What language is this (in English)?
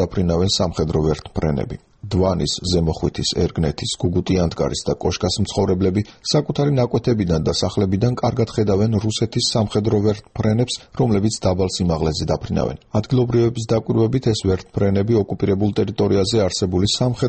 Georgian